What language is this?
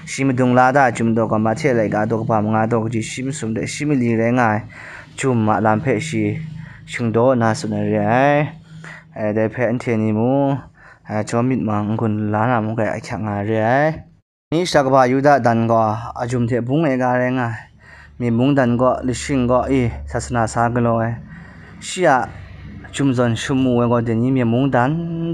Kachin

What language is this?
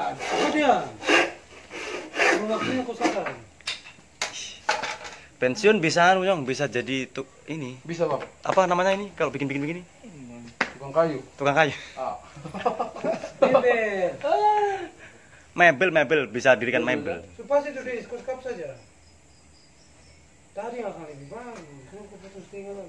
Indonesian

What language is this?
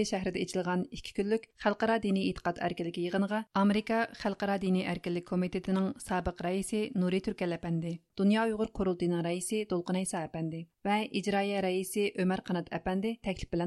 Uyghur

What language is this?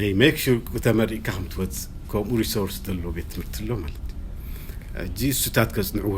Tigrinya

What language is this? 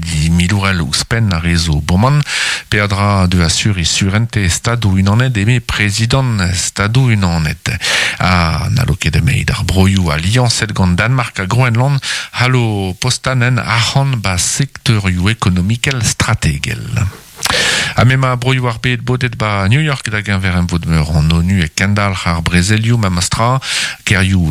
Breton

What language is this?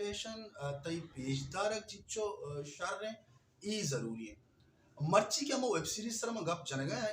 Baluchi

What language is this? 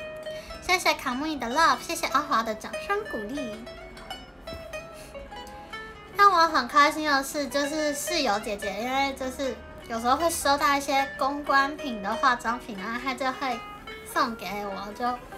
Chinese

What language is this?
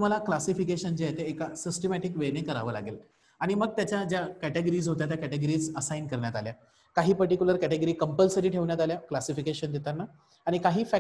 Marathi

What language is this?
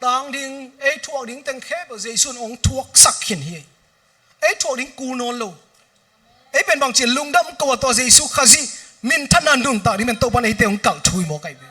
Tedim Chin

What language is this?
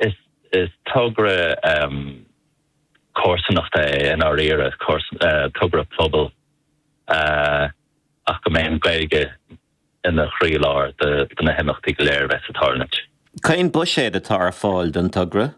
Irish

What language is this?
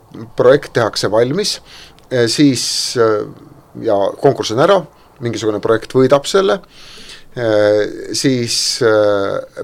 Estonian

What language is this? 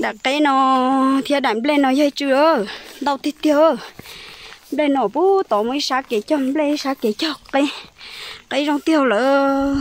Hmong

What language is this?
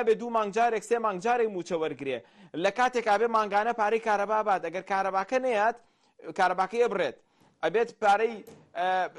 Central Kurdish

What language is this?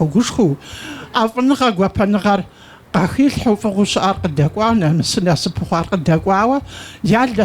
Kabardian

